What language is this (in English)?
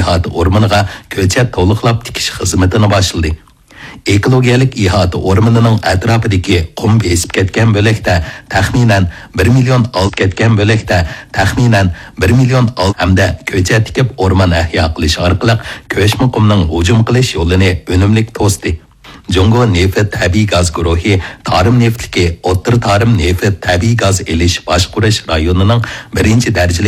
Uyghur